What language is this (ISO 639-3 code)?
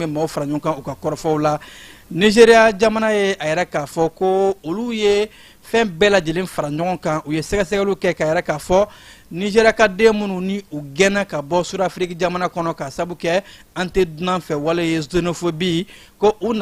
bam